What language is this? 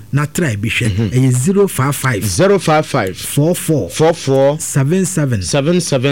Akan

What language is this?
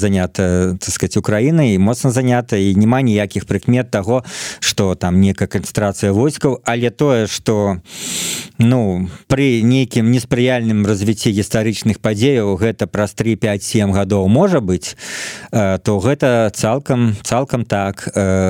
Belarusian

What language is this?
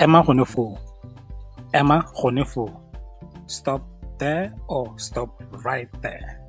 Tswana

